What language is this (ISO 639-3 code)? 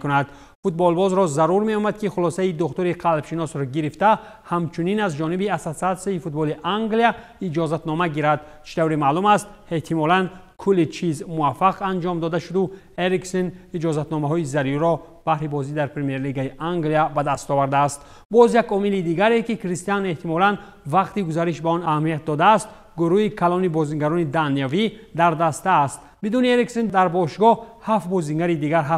tgk